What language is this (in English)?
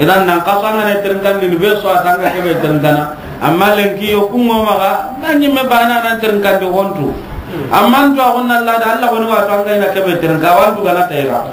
Soninke